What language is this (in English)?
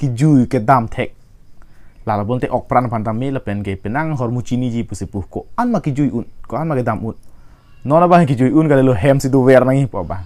Karbi